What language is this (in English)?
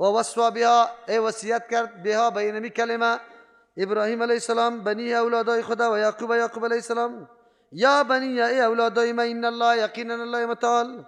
Persian